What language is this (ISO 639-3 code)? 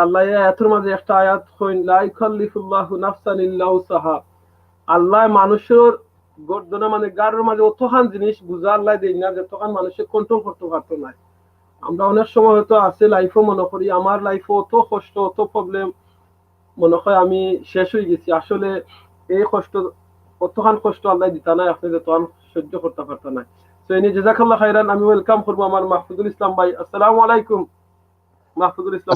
syl